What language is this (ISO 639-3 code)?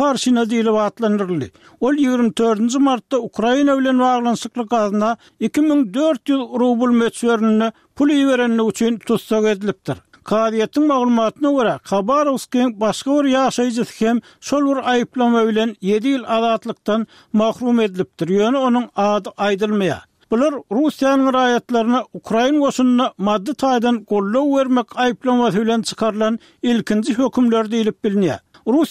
tuk